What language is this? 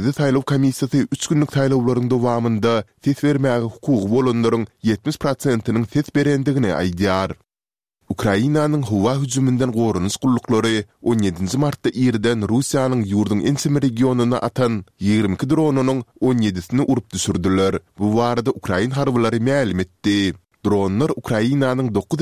Turkmen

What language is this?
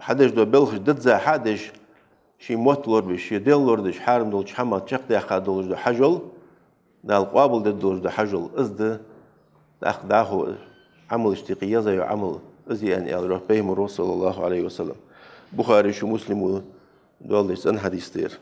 Ingush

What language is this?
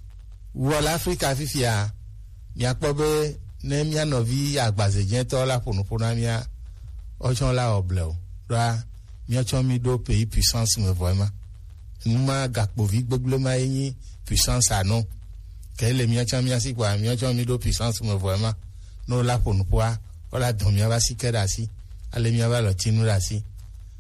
Gen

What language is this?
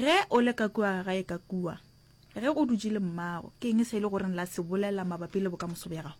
Northern Sotho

